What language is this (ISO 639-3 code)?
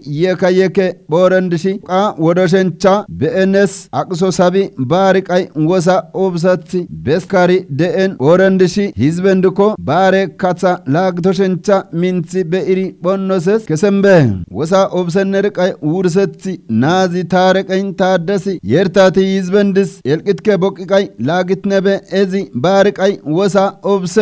kbr